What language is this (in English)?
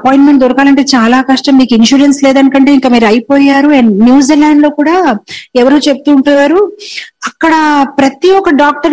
Telugu